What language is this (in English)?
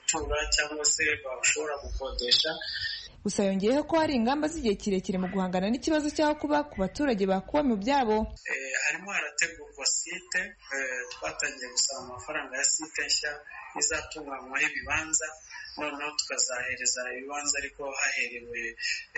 Kinyarwanda